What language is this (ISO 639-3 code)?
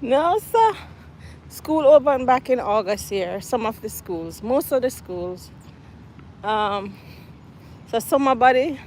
jam